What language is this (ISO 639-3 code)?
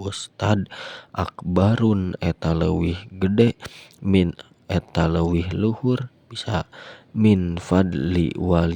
sun